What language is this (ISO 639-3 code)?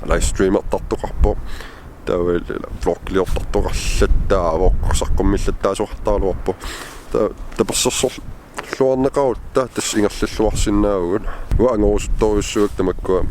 kal